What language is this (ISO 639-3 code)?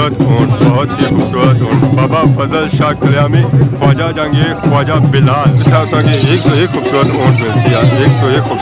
phr